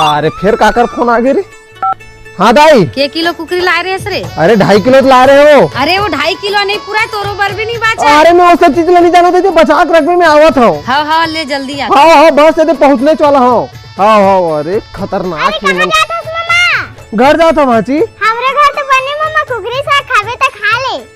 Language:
Chhattisgarhi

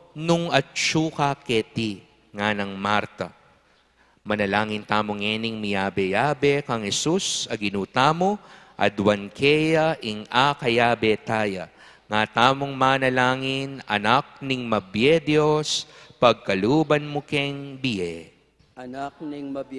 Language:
Pampanga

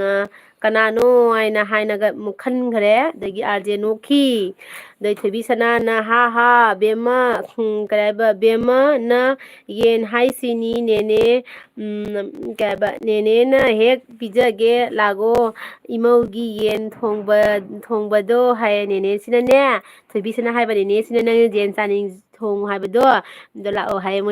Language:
Manipuri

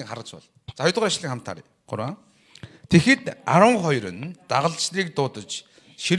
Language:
Mongolian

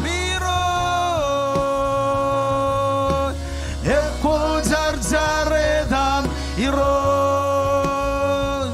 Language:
Marshallese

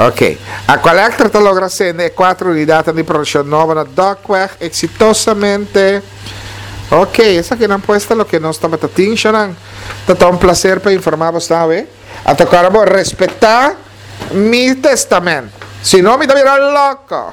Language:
Papiamento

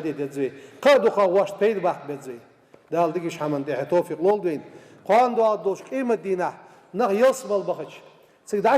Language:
Ingush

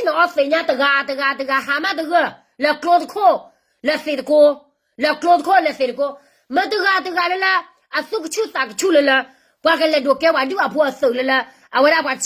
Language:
S'gaw Karen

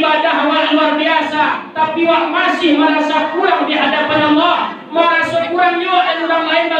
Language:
Minangkabau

